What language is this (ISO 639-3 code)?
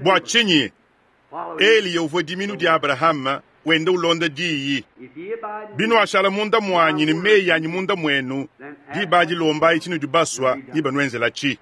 lua